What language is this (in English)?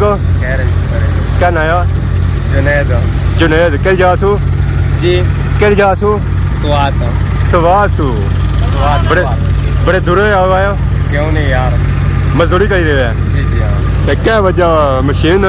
Pahari-Potwari